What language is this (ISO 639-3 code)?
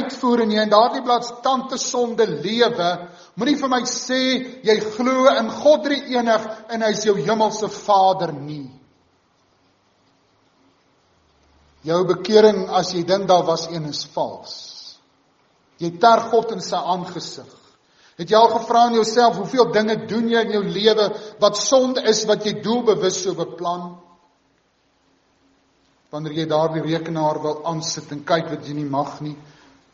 afr